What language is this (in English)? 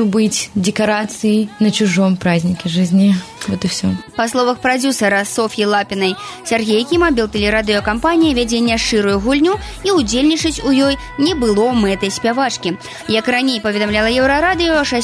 Belarusian